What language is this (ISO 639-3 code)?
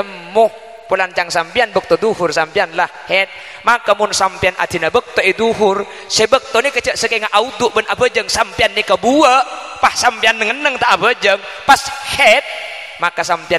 mad